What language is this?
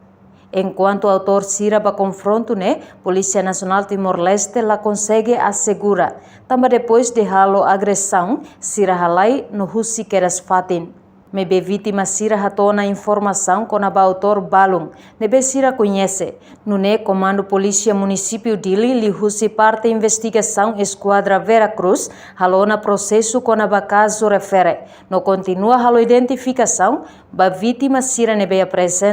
Tetum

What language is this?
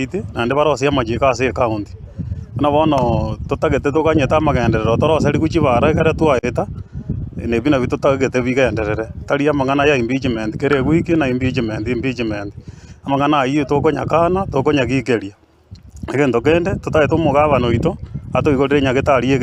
Gusii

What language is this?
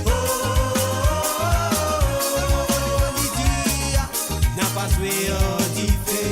Morisyen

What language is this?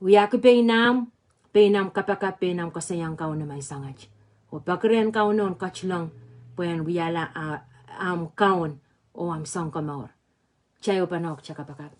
Pohnpeian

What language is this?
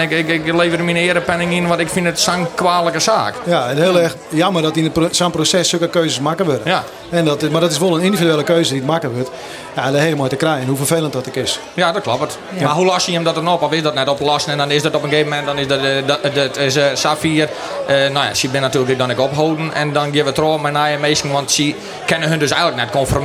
Western Frisian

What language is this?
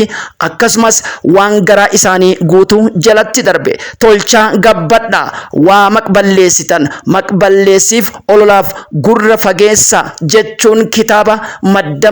Oromo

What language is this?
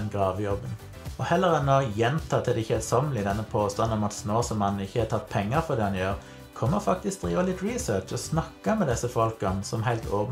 Norwegian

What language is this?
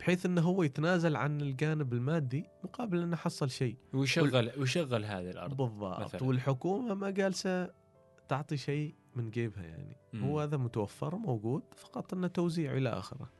Gulf Arabic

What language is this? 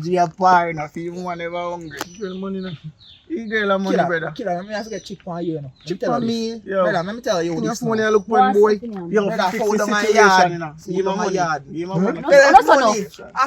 Jamaican Creole English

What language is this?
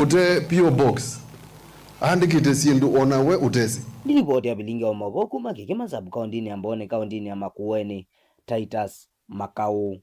Kamba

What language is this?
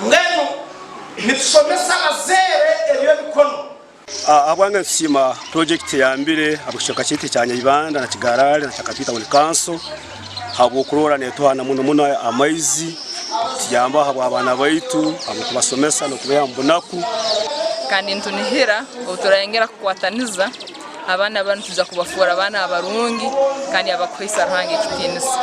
Nyankole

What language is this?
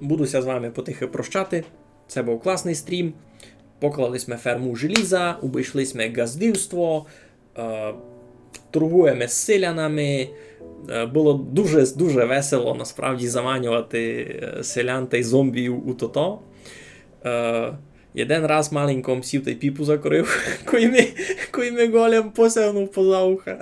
Rusyn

